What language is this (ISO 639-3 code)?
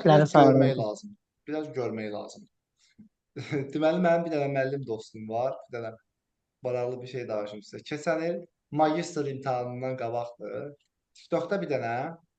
aze